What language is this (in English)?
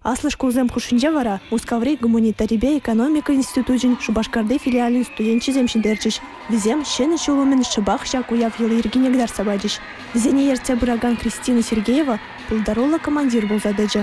Chuvash